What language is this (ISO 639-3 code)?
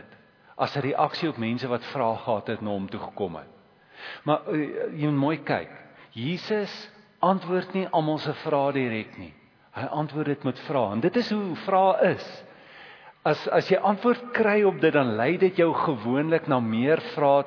afr